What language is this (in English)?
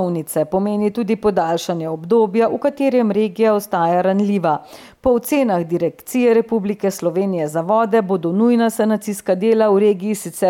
Slovenian